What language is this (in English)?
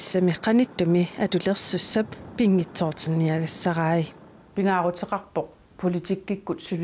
Kalaallisut